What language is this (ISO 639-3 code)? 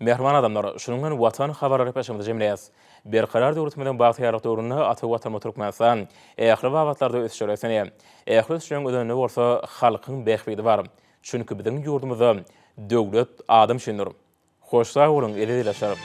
tuk